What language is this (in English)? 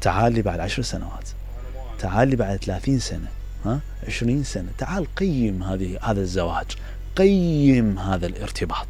Mesopotamian Arabic